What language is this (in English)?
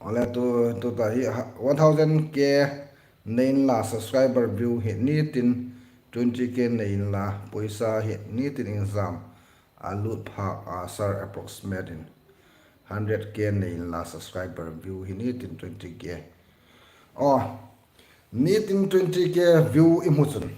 Hmar